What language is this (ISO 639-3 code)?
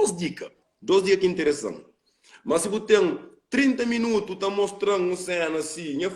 kea